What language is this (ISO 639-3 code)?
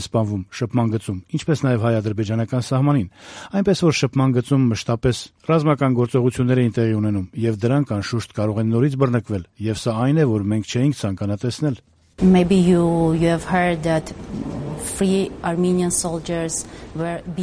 hye